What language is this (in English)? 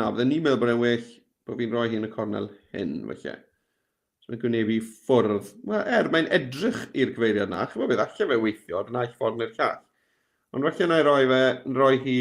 Welsh